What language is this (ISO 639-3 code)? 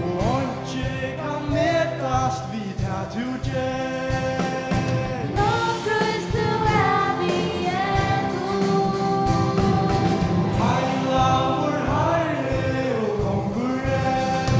fao